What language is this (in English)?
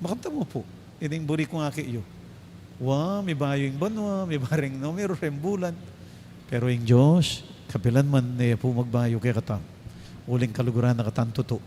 Pampanga